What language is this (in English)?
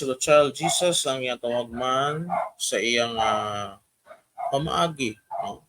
Hiligaynon